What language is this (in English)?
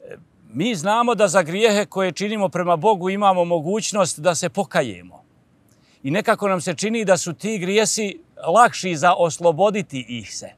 Bosnian